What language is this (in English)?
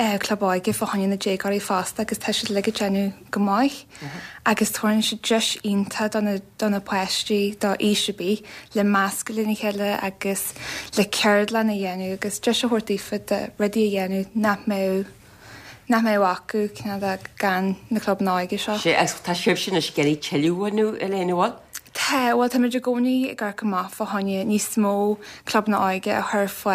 Irish